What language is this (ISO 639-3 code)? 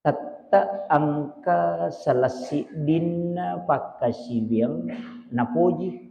bug